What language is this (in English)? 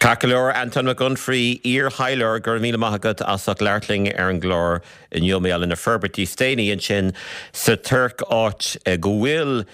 Irish